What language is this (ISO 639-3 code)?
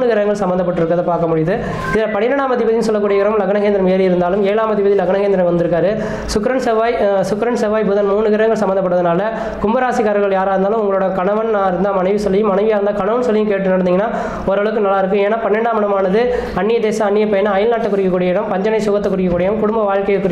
tam